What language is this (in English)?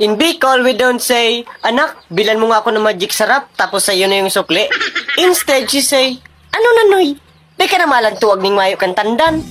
Bikol